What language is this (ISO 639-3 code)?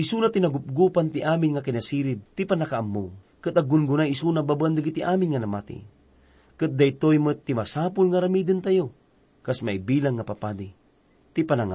ilo